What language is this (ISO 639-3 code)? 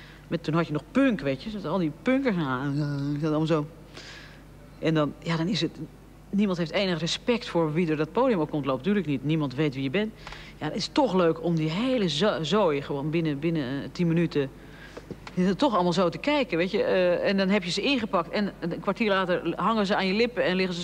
nld